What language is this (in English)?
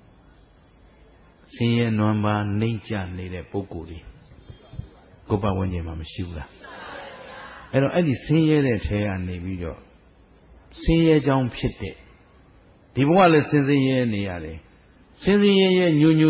Burmese